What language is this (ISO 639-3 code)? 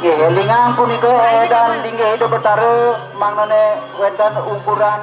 ban